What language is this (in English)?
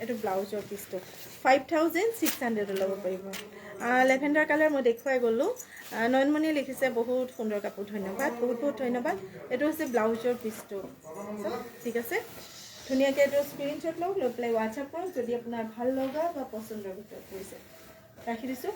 Assamese